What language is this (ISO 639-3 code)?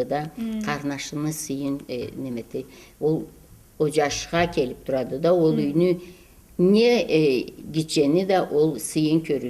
krc